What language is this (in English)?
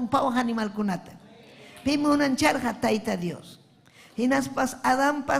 Ayacucho Quechua